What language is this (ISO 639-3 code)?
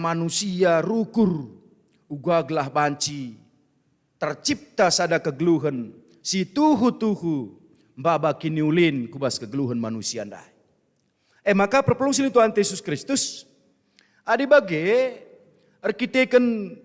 btx